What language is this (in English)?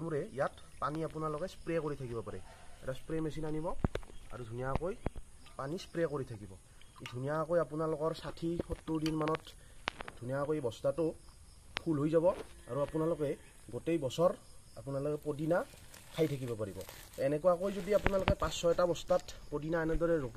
Assamese